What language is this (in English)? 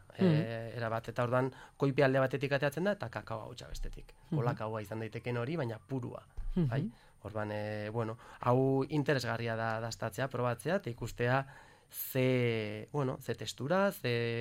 Basque